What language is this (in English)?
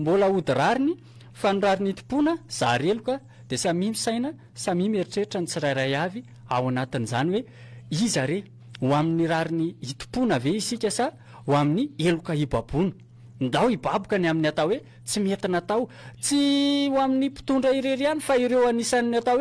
Malagasy